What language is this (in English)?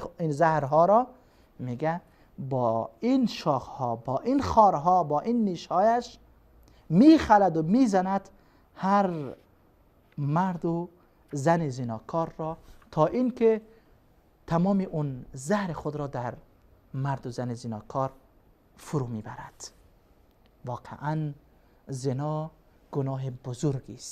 Persian